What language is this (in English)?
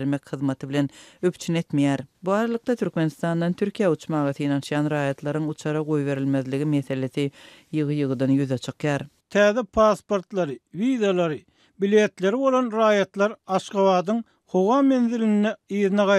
Turkmen